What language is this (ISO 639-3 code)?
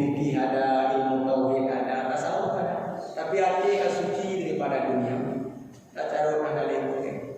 ace